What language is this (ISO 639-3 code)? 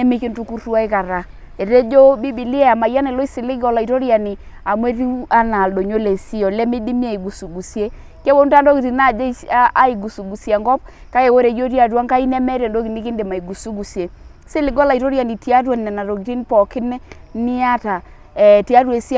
mas